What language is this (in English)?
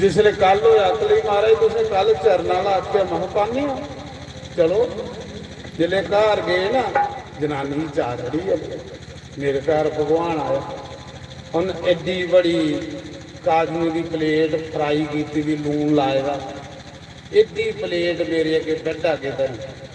Dogri